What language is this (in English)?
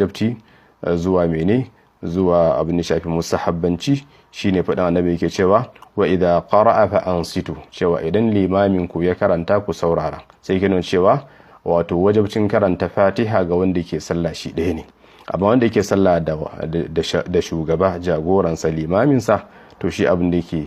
Hausa